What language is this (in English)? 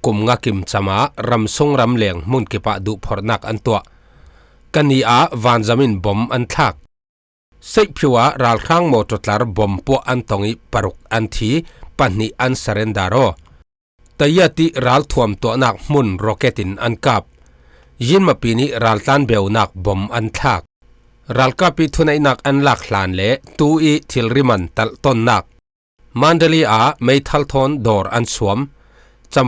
Falam Chin